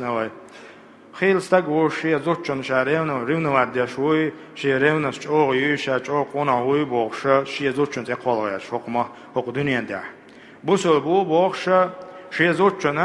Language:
Chechen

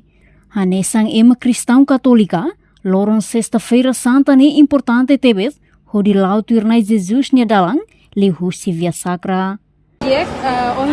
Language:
Tetum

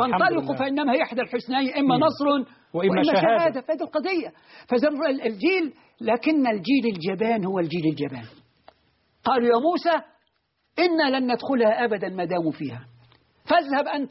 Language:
Arabic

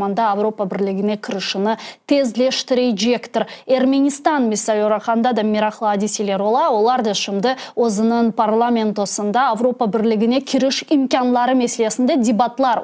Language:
Crimean Tatar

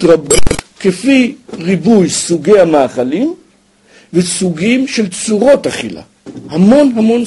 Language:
Hebrew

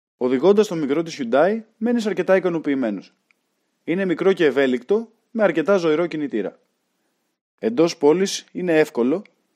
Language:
Greek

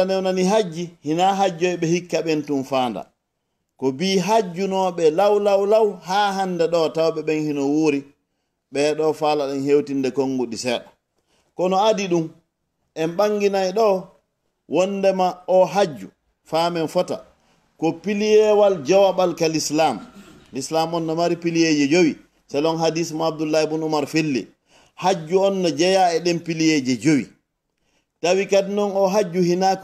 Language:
Fula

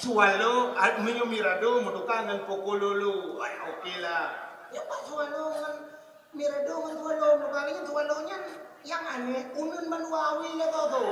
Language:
Achinese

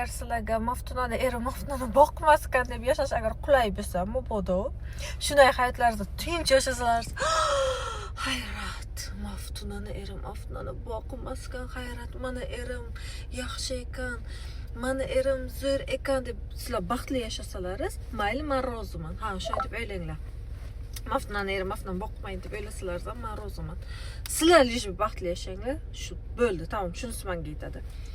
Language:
Uzbek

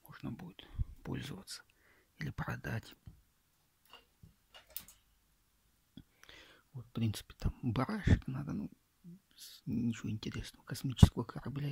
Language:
Russian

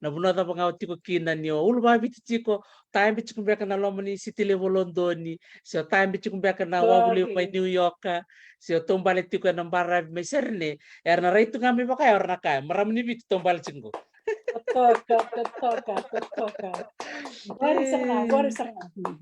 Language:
Fijian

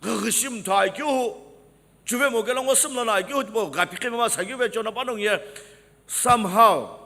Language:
Sumi Naga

